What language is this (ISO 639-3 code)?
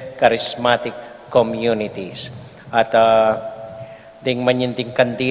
pam